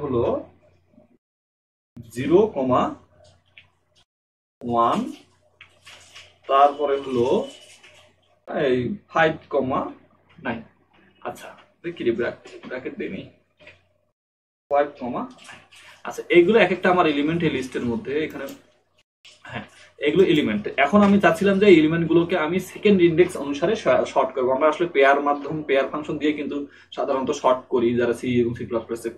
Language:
Bangla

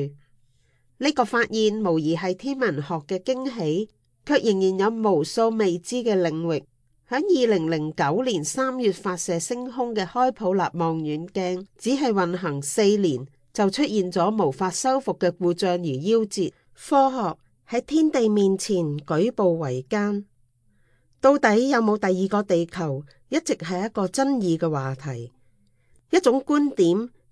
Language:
Cantonese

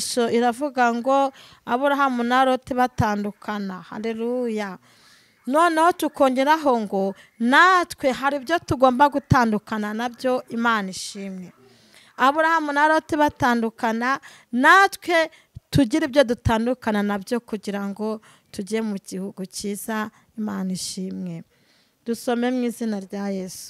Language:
Kinyarwanda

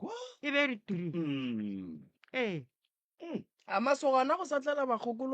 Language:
Northern Sotho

